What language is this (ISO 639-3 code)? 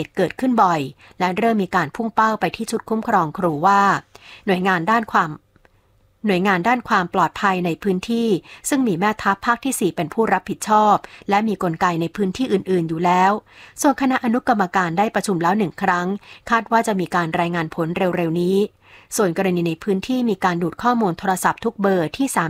tha